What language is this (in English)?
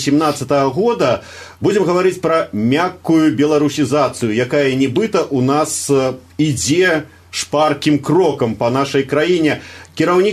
Belarusian